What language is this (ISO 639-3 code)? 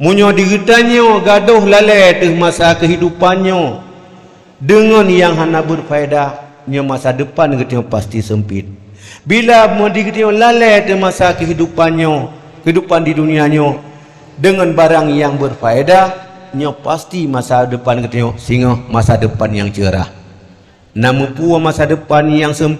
ace